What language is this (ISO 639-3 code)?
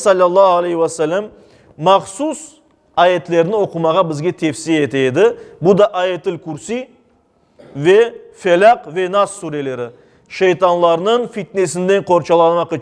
crh